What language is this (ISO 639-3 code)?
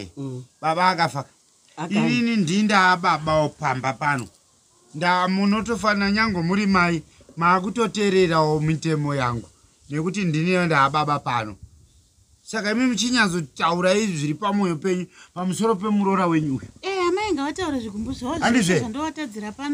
sna